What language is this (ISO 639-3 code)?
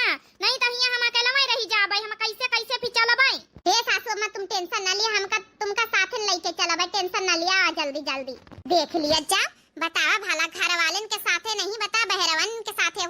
awa